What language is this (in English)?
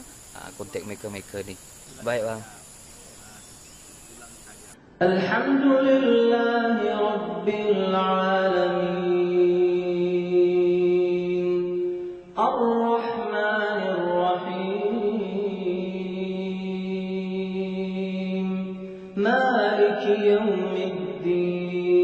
Malay